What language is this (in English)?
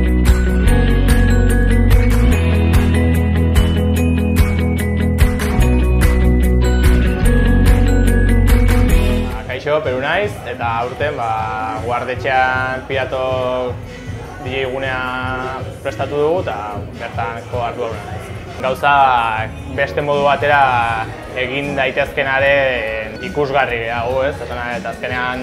Basque